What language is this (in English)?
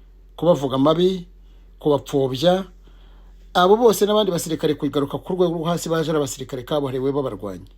Kinyarwanda